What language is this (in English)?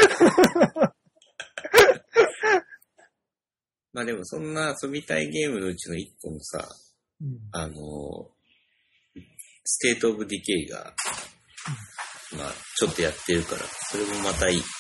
Japanese